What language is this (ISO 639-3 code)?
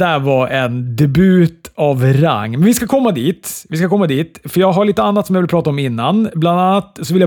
swe